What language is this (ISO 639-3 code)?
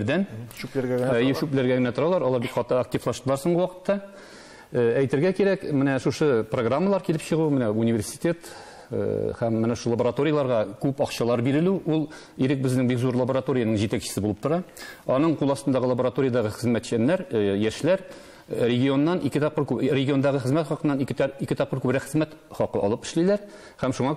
tat